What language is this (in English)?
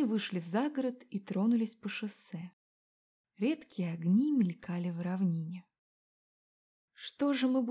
Russian